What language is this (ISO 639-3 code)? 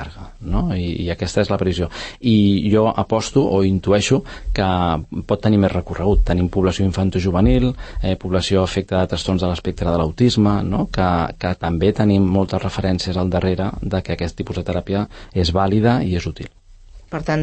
cat